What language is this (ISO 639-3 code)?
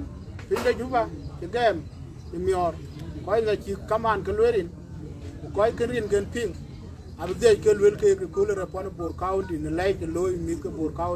din